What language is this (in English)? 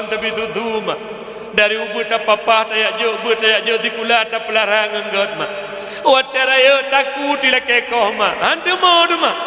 Achinese